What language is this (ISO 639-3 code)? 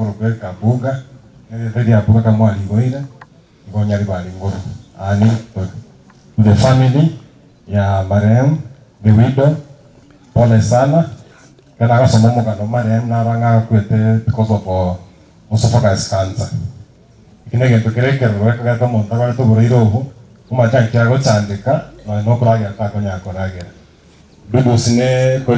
guz